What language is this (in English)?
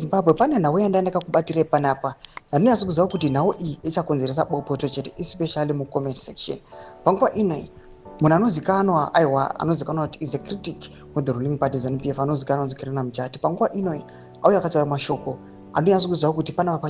Shona